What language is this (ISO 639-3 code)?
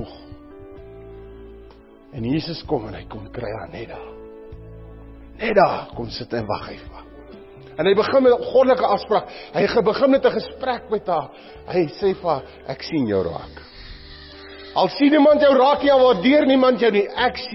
afr